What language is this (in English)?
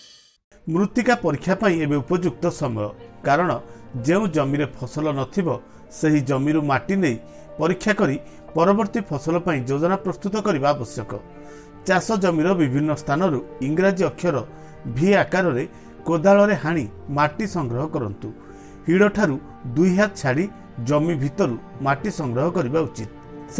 Odia